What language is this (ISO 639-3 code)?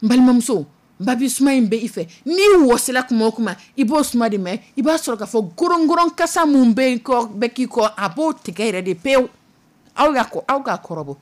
dyu